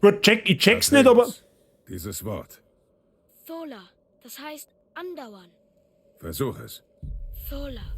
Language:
Bavarian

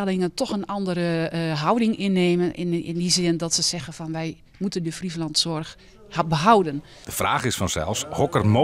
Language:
Western Frisian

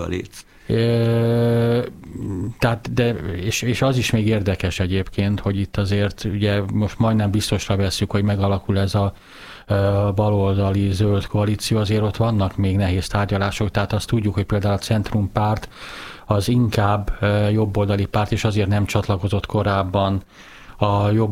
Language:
Hungarian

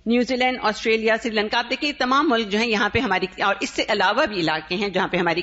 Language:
Urdu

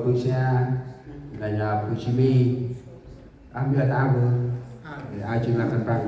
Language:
Central Mnong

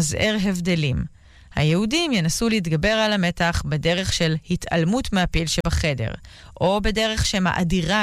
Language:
Hebrew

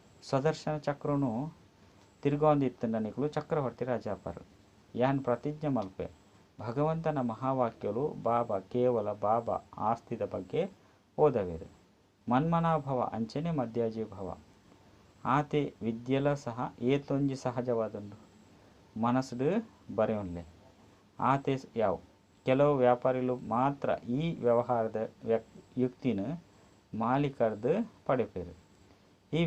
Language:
Tulu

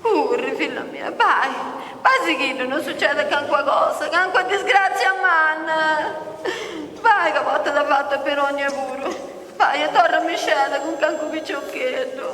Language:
Sardinian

